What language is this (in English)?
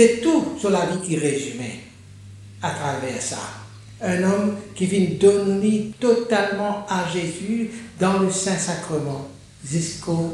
Morisyen